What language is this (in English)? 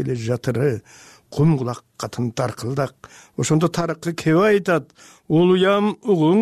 Kyrgyz